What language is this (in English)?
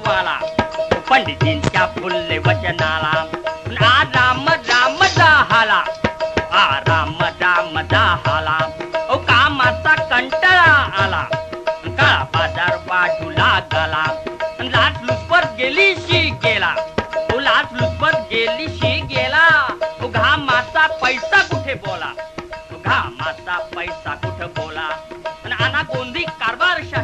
Marathi